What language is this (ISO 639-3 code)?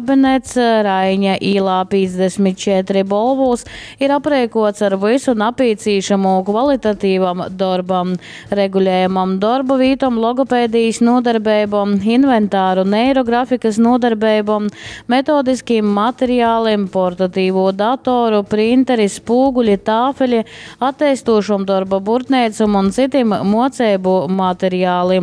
ltg